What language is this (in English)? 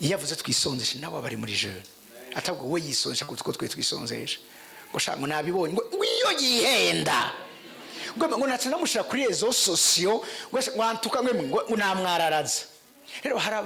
Rundi